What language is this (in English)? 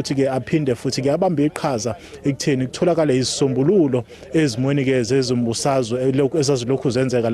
Zulu